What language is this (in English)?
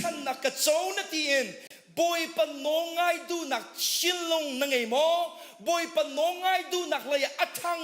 Hakha Chin